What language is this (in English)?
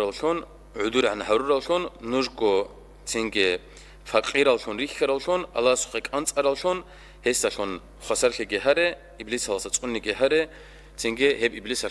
Avaric